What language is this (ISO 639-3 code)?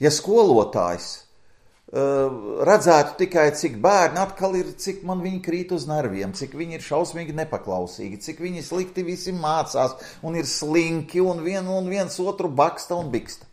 lav